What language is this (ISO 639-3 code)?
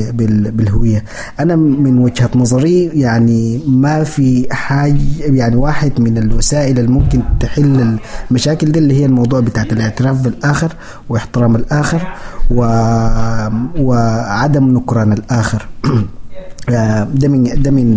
apd